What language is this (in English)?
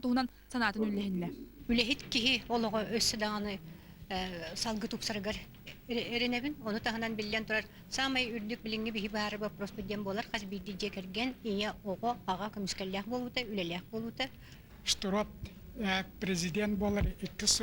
Yakut